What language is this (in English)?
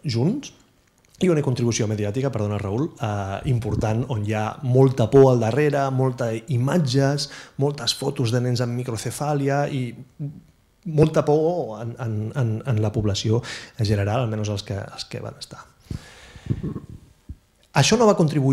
Catalan